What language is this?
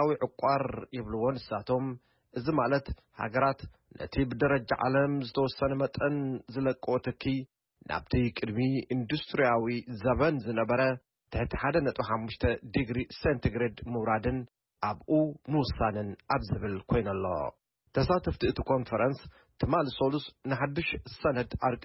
Tigrinya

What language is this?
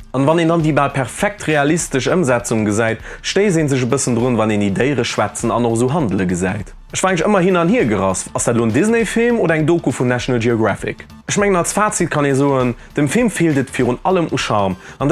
Luxembourgish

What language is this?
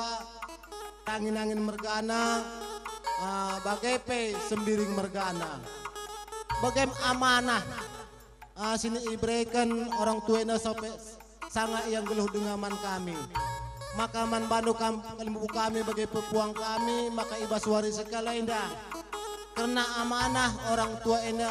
Batak Karo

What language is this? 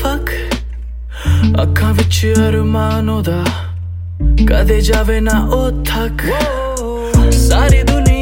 Hindi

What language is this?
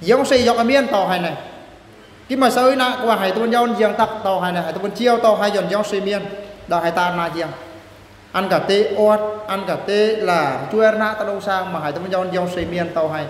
Eastern Bru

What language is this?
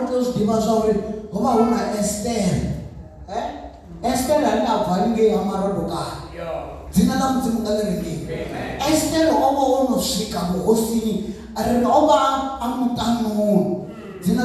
Venda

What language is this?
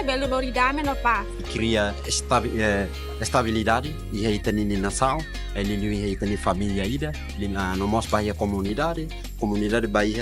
Tetum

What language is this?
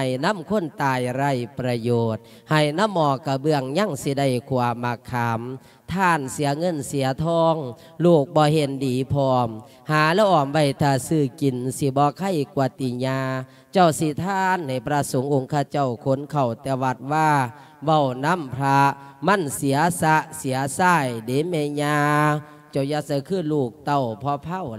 Lao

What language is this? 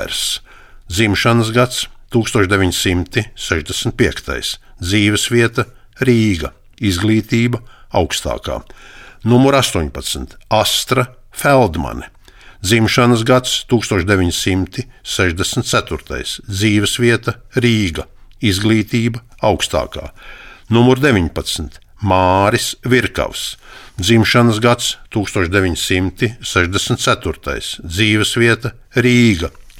Latvian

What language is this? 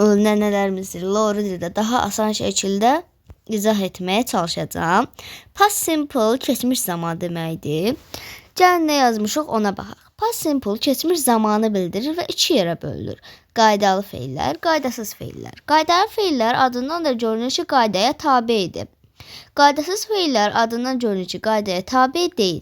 Azerbaijani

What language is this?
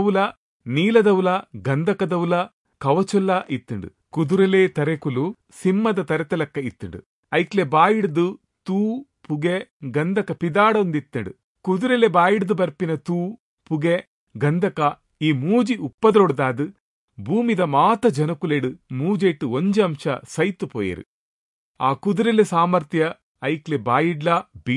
Tulu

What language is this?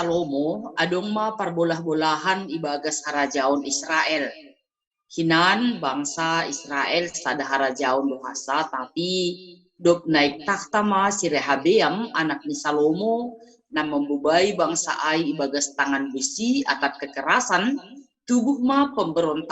Batak Simalungun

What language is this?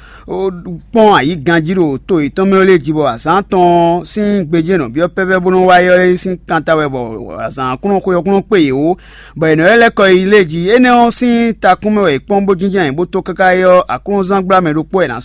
Fon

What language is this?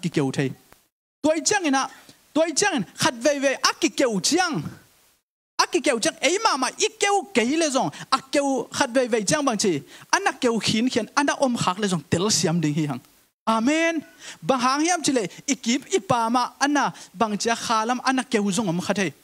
Tedim Chin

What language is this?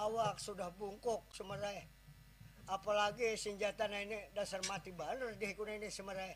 Banjar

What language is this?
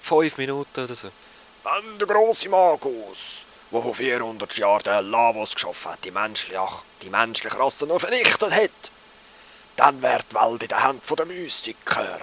Swiss German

